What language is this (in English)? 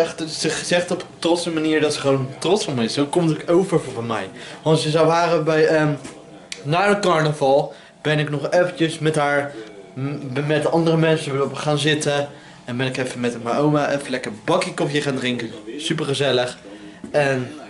Dutch